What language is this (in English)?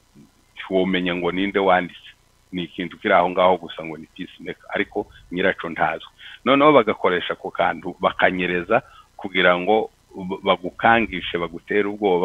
Kinyarwanda